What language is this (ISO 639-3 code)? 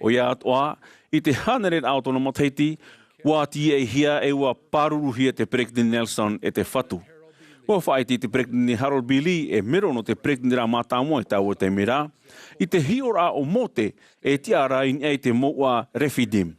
tah